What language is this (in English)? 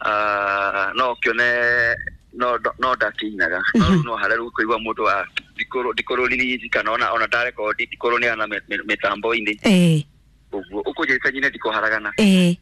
Kikuyu